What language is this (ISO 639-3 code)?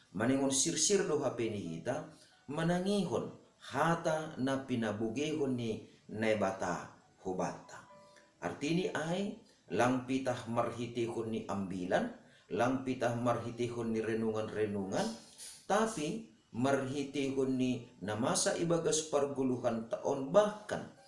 bts